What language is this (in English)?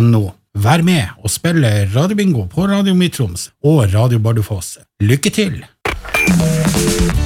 Norwegian